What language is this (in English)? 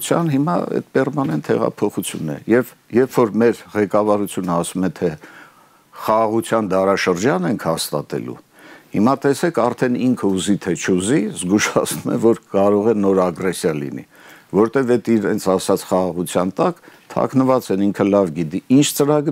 Armenian